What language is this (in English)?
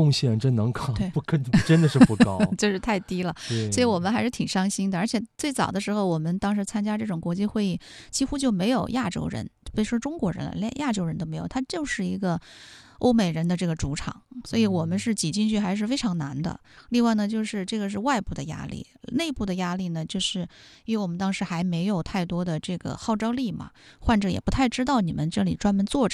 Chinese